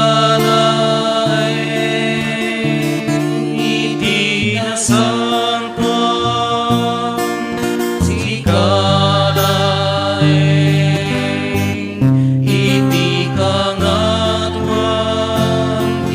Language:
Iloko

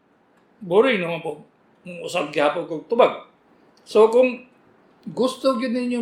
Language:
Cebuano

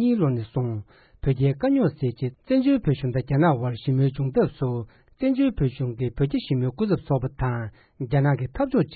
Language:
Tibetan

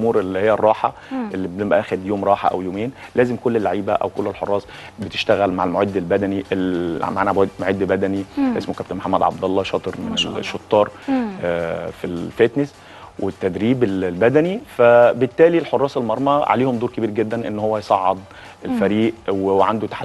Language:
Egyptian Arabic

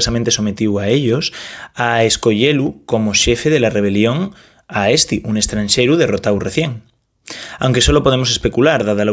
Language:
Asturian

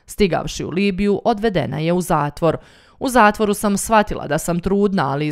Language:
Bosnian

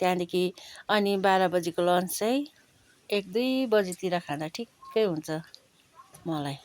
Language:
Nepali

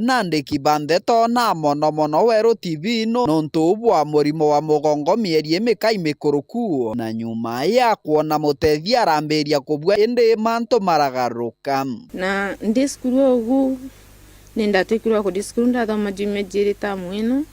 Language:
Meru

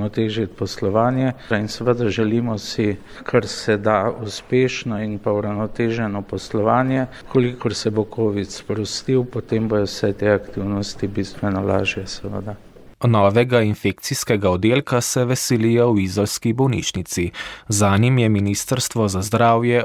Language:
Slovenian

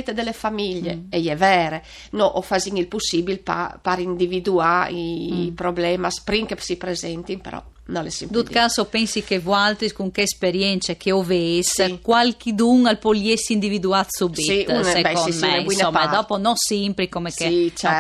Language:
Friulian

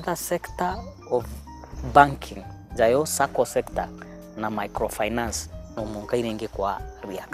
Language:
Meru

